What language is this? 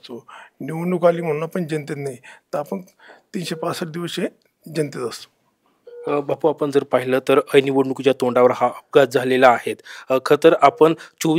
Marathi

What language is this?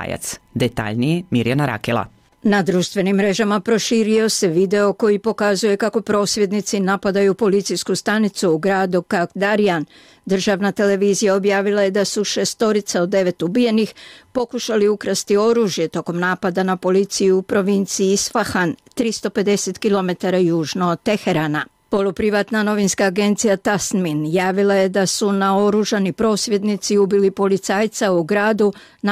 Croatian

